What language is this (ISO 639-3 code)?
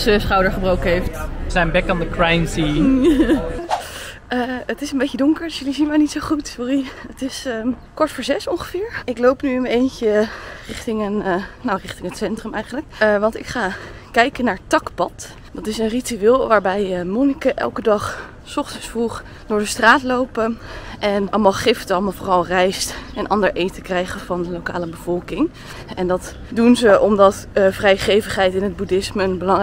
nld